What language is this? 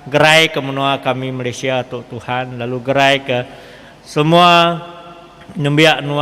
Iban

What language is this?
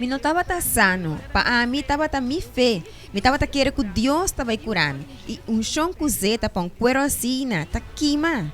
Papiamento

